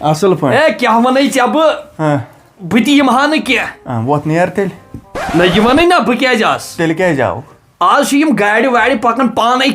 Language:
Kashmiri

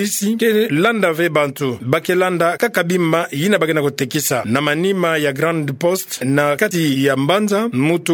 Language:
Kituba (Democratic Republic of Congo)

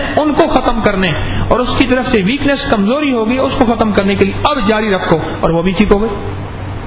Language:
Urdu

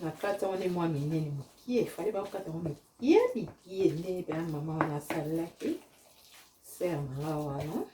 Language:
Lingala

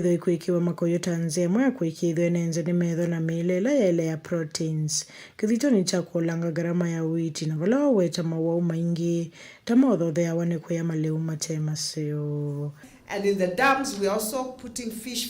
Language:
Kamba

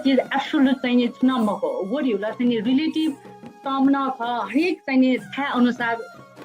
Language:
Newari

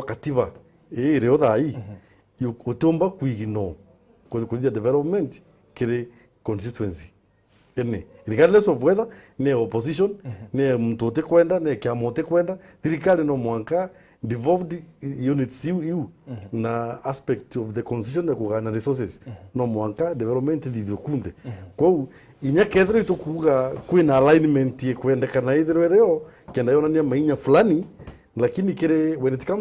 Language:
Meru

